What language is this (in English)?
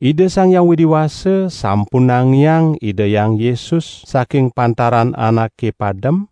Balinese